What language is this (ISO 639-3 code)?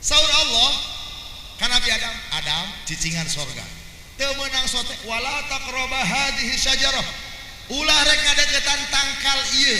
sun